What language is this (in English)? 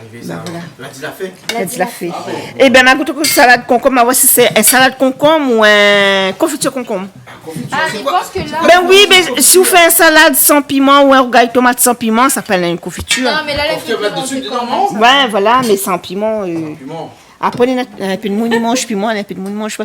Réunion Creole French